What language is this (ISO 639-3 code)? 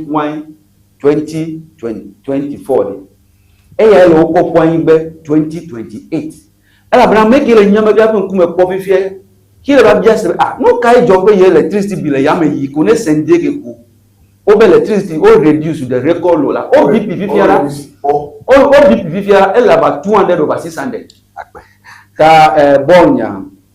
ewe